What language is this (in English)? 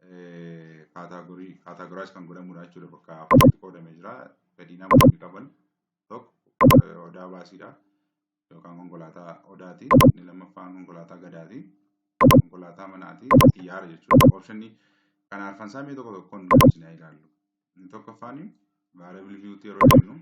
Oromo